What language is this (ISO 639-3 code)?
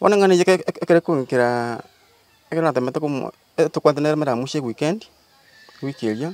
guz